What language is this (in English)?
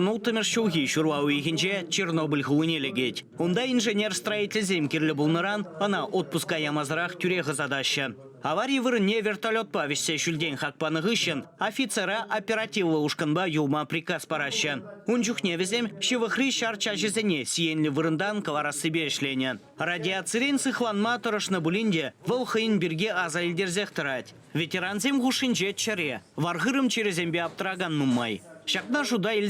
Chuvash